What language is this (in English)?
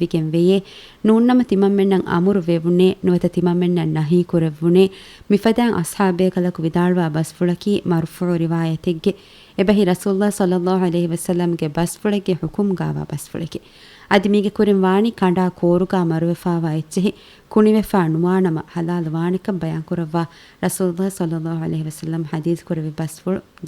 Divehi